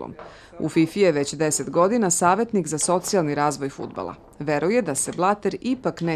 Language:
Serbian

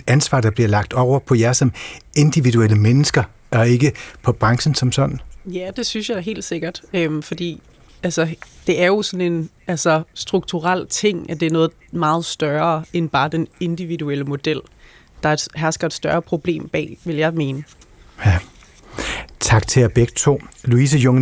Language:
Danish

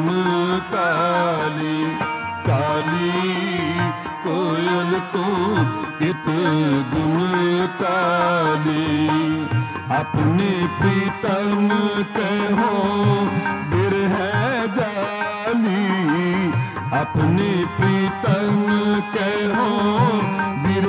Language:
Hindi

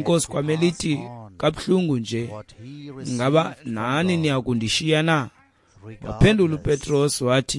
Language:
Xhosa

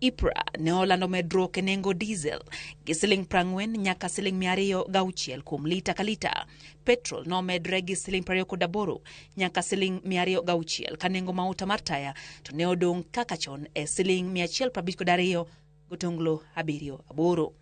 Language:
Luo (Kenya and Tanzania)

